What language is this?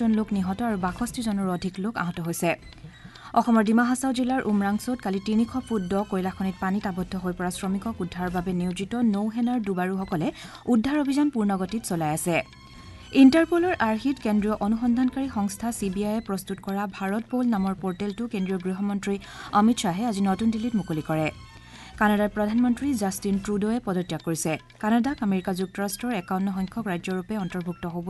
Assamese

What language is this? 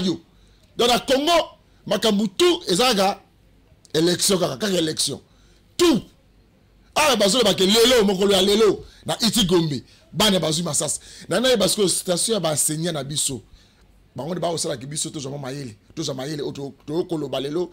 Lingala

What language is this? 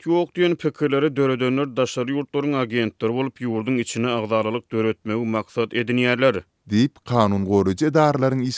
Turkmen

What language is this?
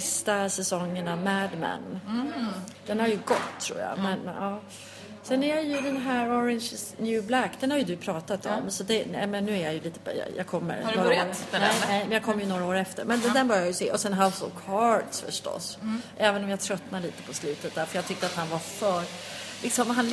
Swedish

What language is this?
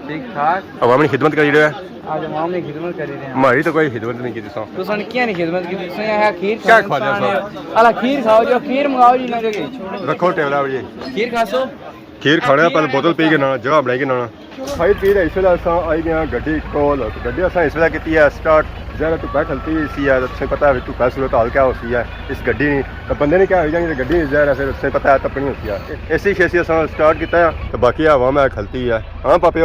Pahari-Potwari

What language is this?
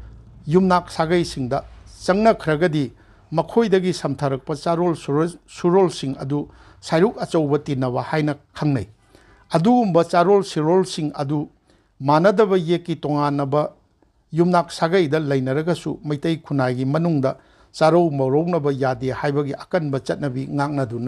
Manipuri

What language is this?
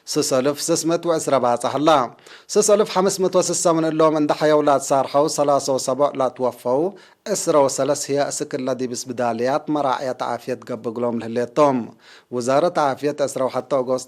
Tigre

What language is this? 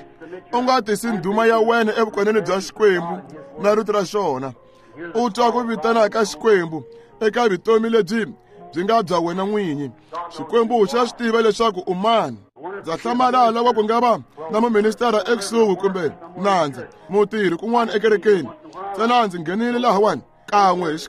Tsonga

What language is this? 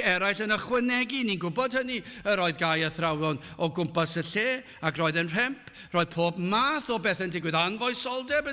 Welsh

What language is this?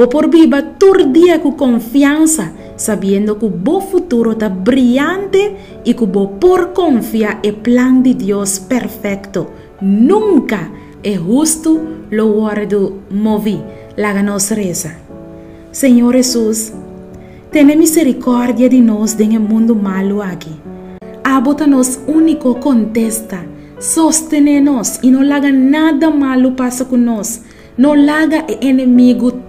Papiamento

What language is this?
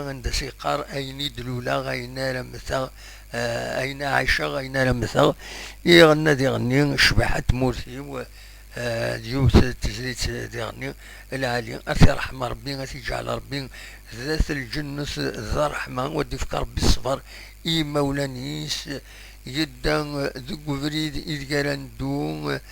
Kabyle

